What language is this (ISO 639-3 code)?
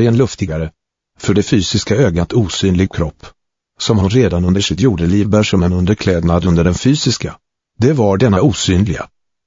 swe